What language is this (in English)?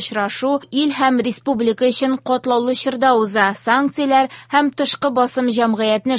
Tatar